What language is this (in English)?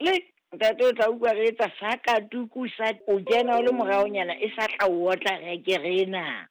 Southern Sotho